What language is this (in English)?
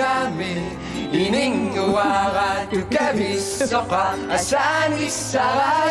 Kalaallisut